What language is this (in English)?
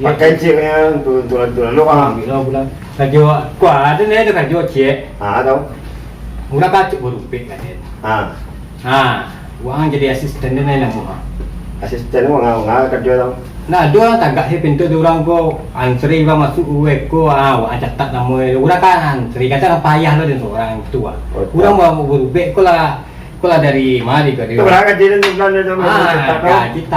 Minangkabau